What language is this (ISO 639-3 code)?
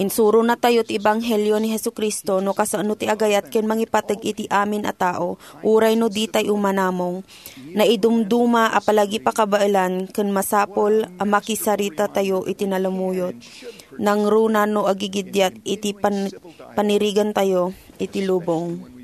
ilo